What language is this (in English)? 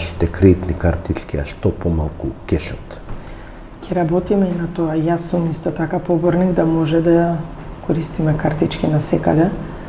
Macedonian